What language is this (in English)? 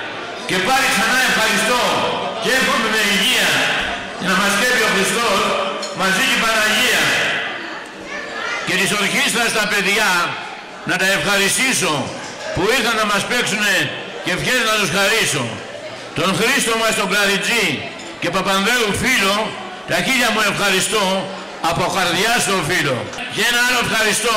Greek